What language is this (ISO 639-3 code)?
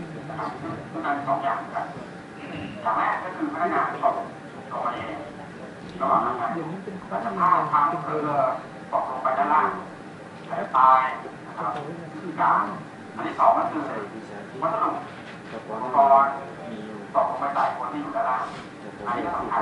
tha